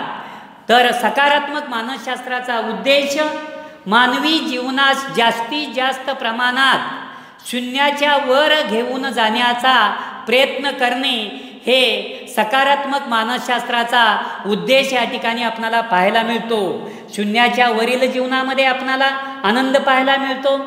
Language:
Marathi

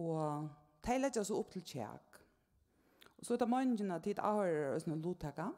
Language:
Faroese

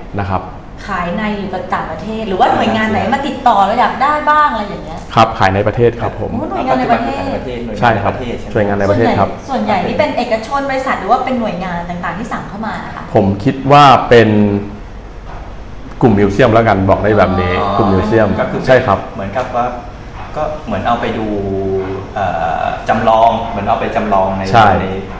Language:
Thai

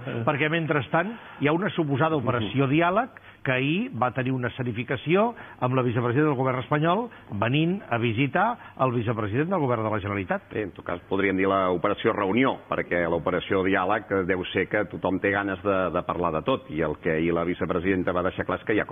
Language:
Catalan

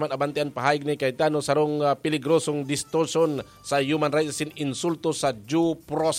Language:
Bikol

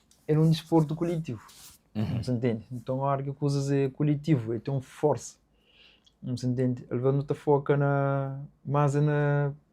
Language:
Kabuverdianu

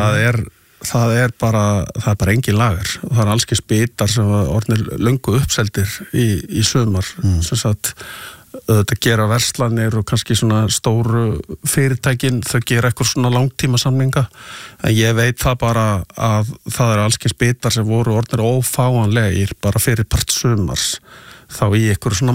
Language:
Icelandic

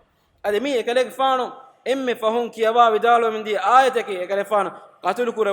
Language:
Divehi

